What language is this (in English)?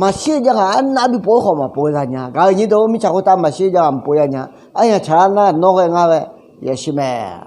Akha